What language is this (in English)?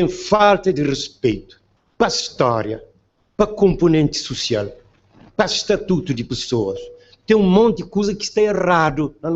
Kabuverdianu